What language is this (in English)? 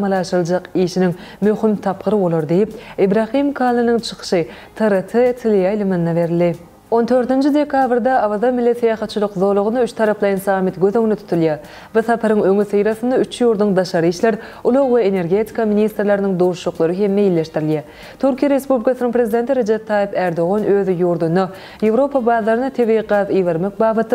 Turkmen